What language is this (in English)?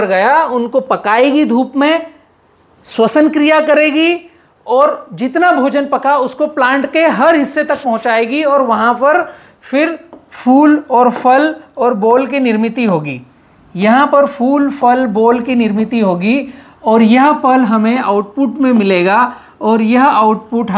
Hindi